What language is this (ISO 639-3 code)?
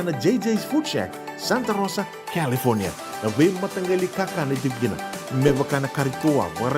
fij